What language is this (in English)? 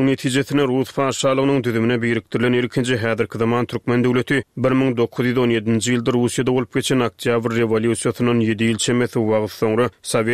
Turkmen